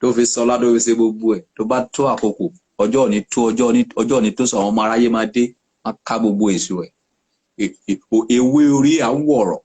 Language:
Yoruba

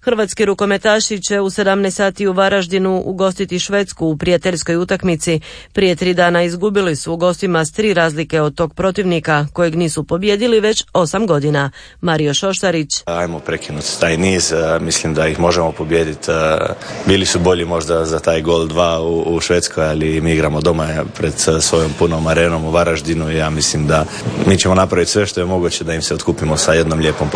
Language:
Croatian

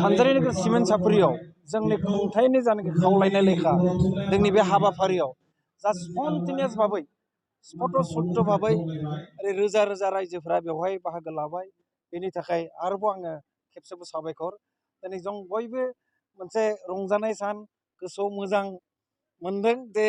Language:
Bodo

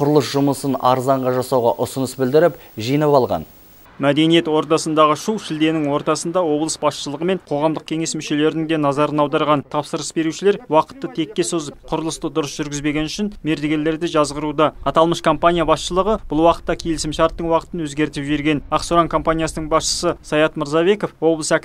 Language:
Kazakh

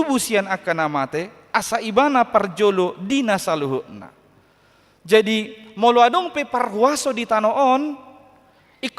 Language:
Batak Toba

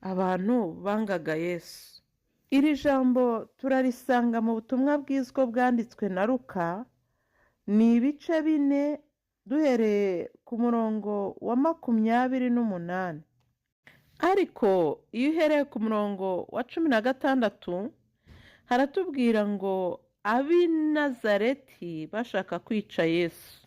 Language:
Kinyarwanda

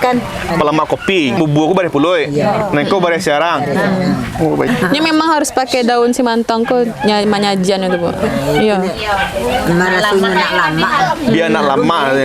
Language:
Minangkabau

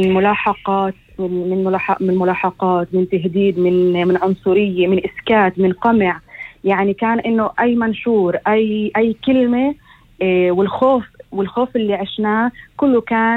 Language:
North Levantine Arabic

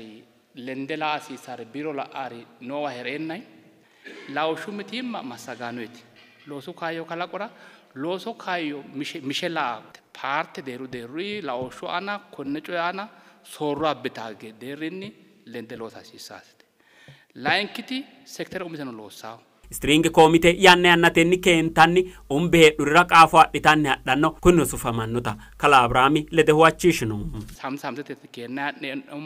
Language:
Sidamo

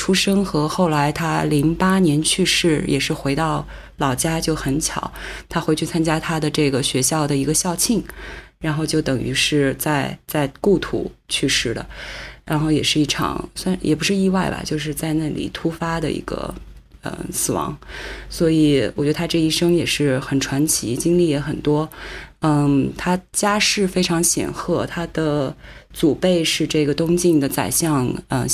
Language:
Chinese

